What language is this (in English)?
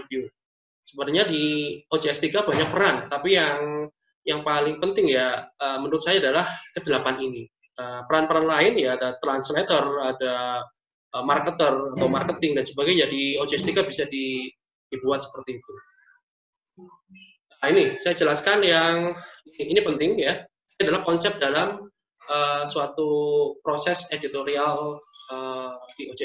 Indonesian